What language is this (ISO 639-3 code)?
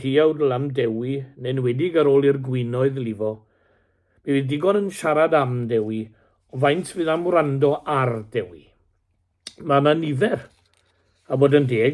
cym